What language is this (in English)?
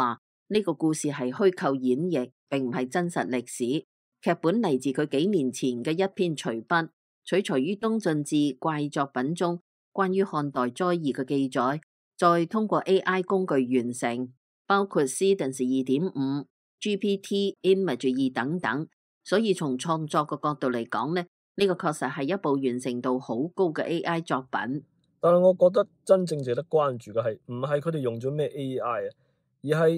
Cantonese